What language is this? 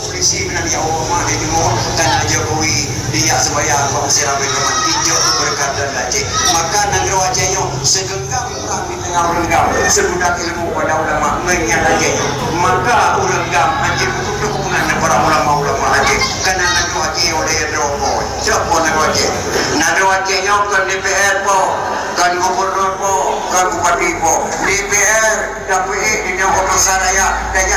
Achinese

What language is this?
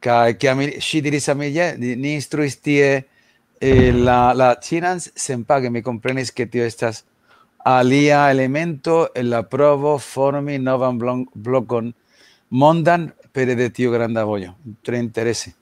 Esperanto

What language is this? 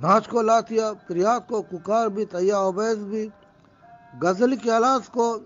Eastern Balochi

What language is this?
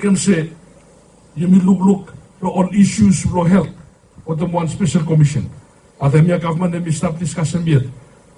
Bislama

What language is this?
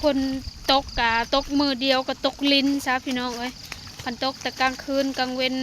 Lao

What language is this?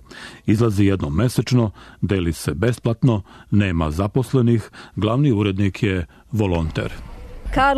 Serbian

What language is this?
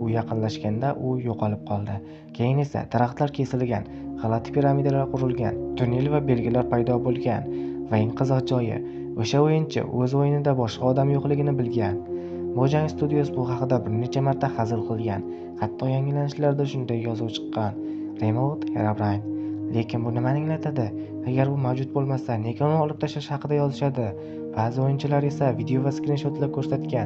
Uzbek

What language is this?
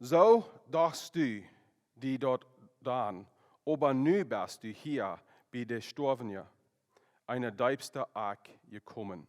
Plautdietsch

